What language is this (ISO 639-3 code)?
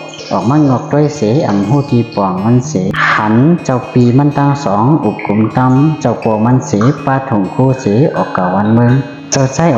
shn